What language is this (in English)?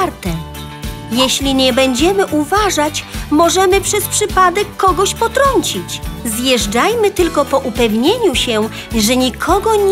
Polish